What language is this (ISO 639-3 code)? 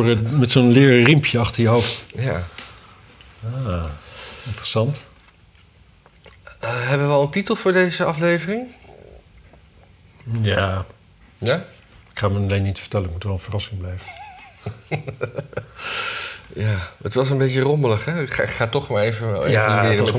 nld